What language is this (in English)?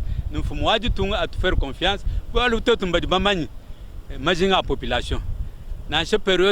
Luba-Lulua